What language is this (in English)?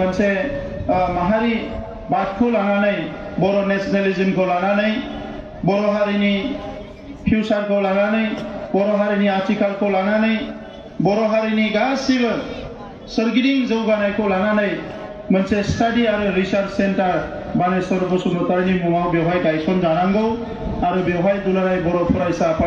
Bodo